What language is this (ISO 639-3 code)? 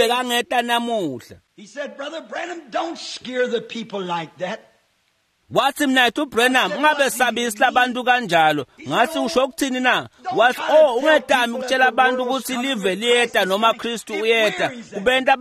ssw